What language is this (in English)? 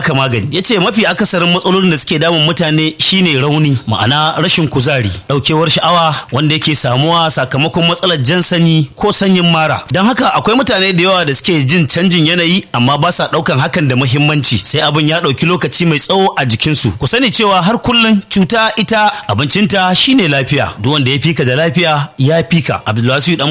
Hausa